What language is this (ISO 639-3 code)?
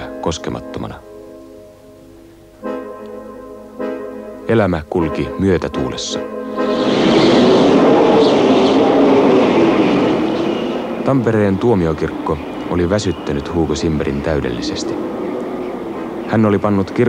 fin